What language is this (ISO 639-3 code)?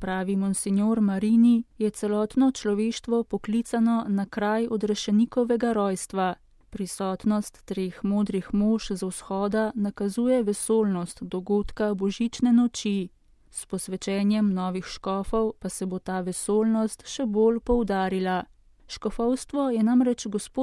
slv